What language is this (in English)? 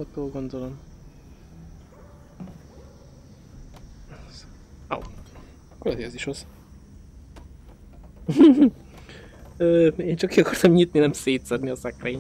Hungarian